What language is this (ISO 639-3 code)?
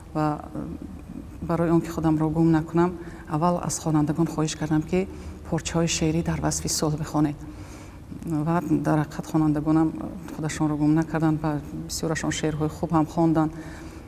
tgk